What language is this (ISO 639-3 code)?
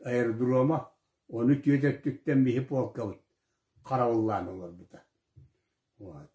sah